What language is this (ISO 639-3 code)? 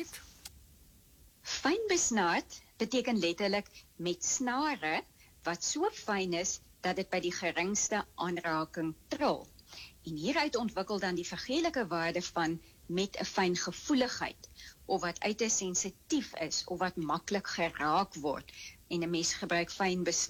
afr